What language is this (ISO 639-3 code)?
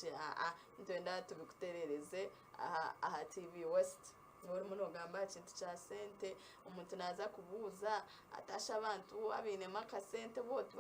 nyn